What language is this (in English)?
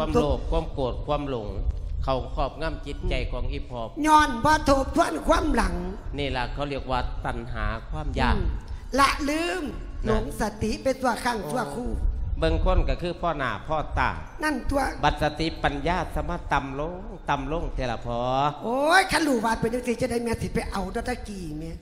Lao